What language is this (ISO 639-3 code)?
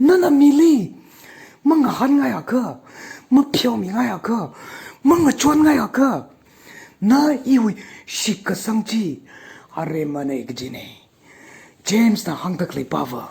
nmf